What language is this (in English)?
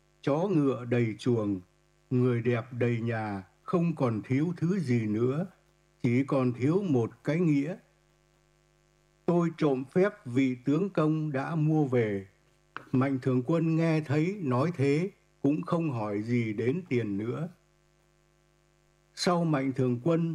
Vietnamese